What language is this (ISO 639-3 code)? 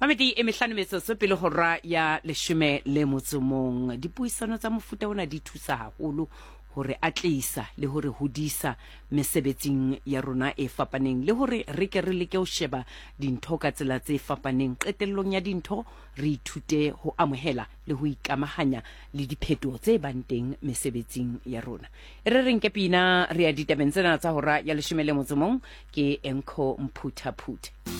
sot